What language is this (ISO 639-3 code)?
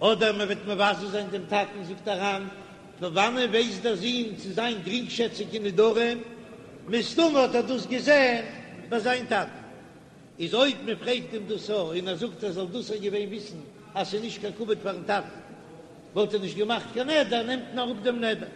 yid